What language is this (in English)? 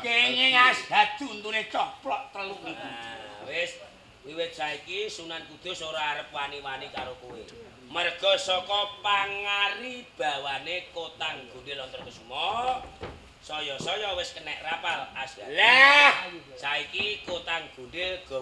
Javanese